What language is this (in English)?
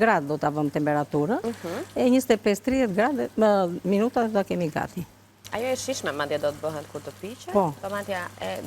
Albanian